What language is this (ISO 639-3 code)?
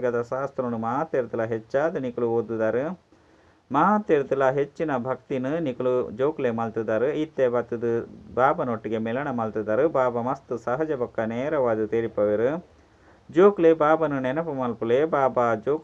tcy